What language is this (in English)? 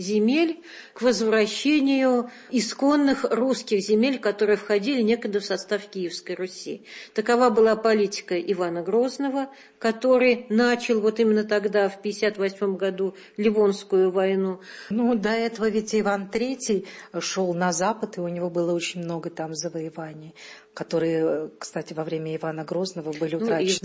Russian